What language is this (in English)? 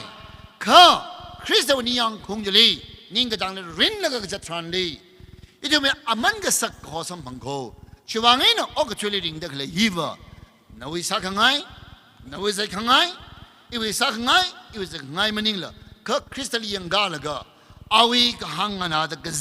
Tangkhul Naga (India)